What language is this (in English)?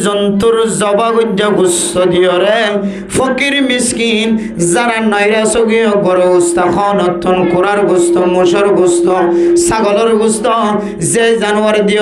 Rohingya